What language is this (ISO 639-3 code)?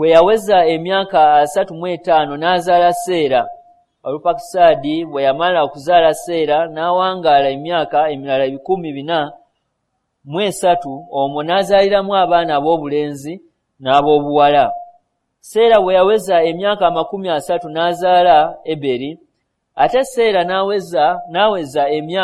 lug